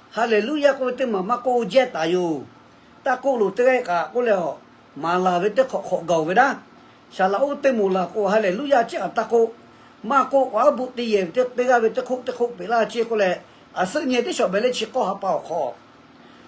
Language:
Lahu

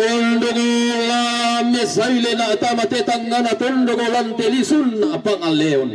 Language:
Toraja-Sa'dan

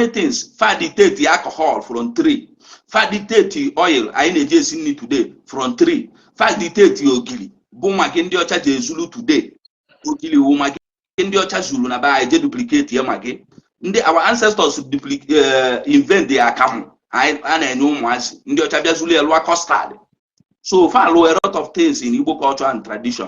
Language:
Igbo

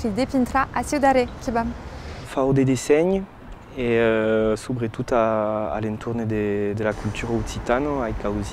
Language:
Occitan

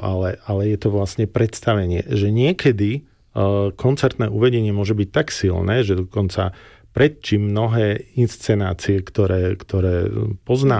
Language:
Slovak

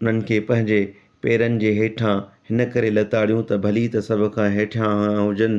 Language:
Sindhi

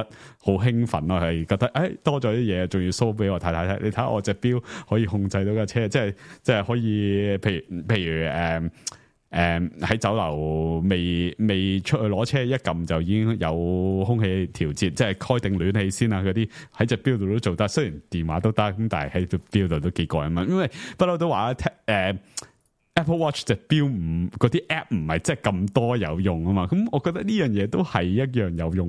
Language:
Cantonese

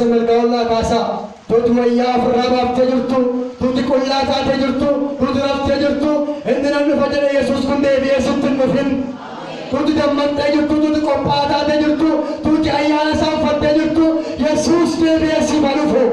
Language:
Oromo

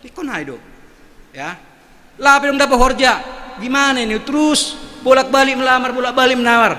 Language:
Batak Simalungun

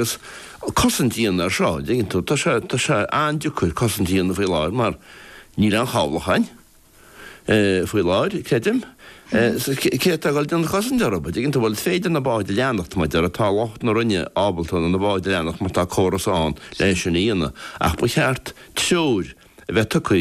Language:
Irish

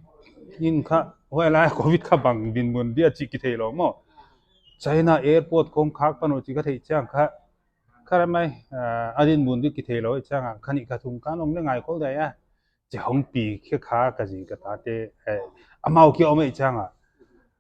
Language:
Paite Chin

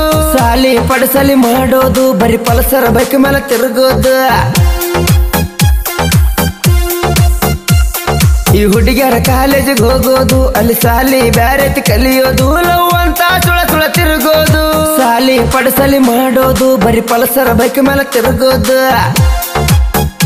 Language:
Kannada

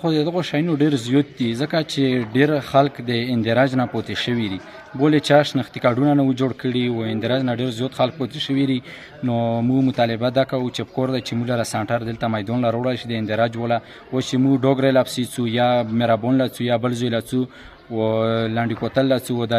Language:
Pashto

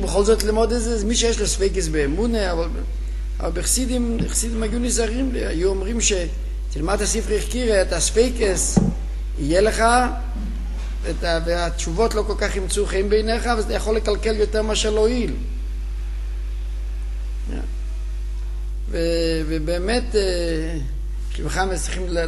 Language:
Hebrew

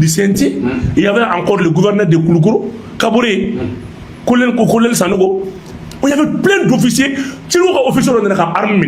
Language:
Bambara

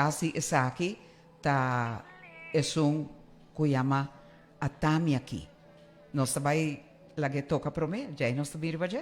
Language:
Papiamento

